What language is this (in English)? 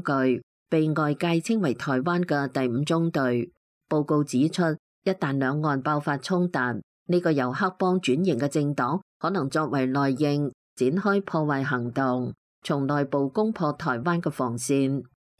Cantonese